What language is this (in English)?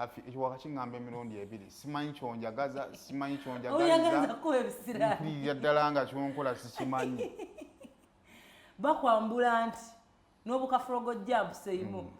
Ganda